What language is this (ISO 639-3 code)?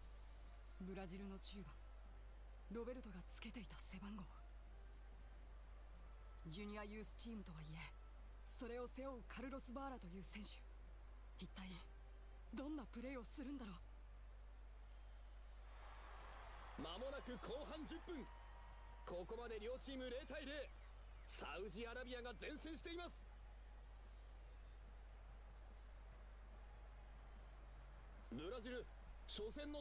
jpn